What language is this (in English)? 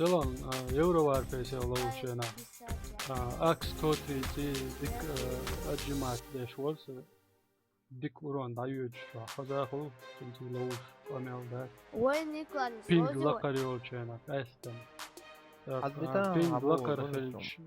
Chechen